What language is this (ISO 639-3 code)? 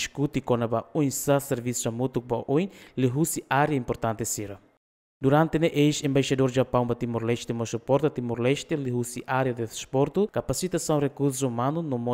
tet